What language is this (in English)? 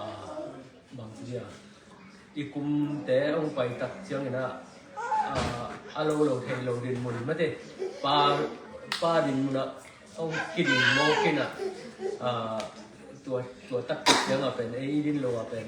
Tedim Chin